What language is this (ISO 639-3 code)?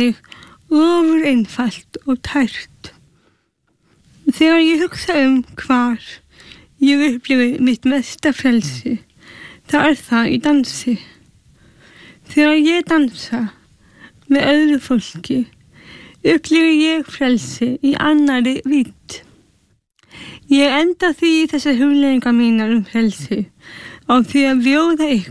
isl